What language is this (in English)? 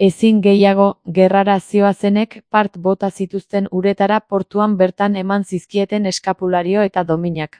Basque